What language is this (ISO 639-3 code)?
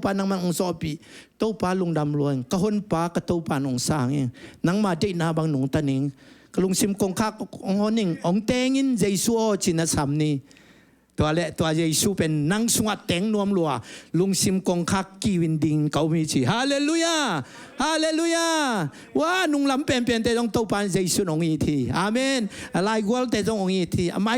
ctd